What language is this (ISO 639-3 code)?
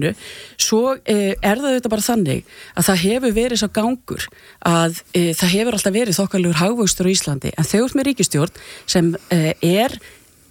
isl